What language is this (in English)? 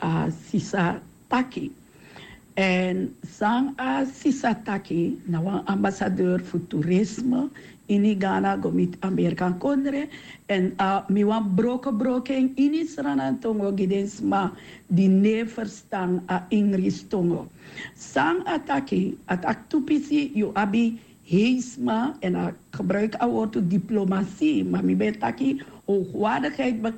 Sranan Tongo